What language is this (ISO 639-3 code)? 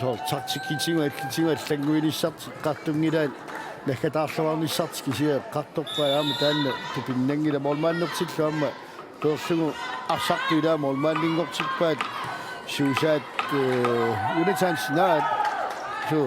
kal